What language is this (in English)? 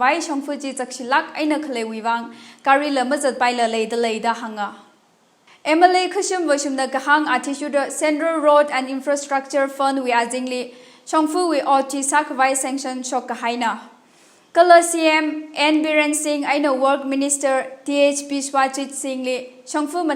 Tangkhul Naga (India)